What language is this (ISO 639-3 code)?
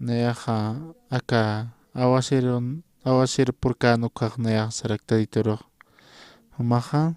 aym